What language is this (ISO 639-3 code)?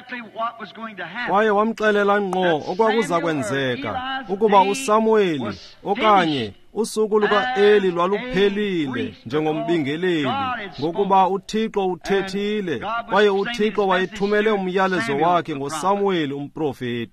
xho